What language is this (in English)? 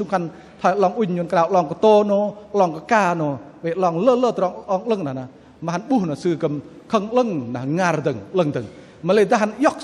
Bahnar